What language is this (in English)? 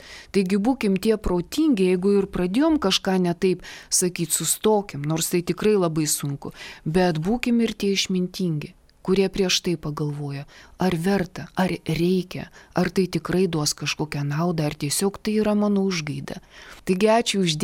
Lithuanian